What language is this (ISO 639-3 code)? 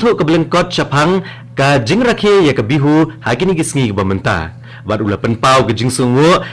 kha